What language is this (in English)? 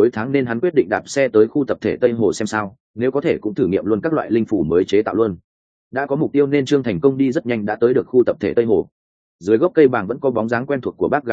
Vietnamese